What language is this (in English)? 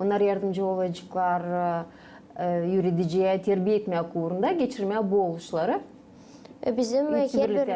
Gagauz